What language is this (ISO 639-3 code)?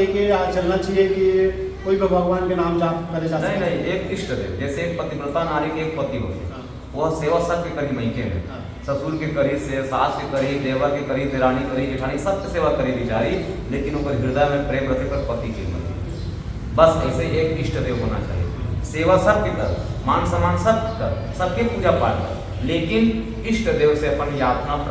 hne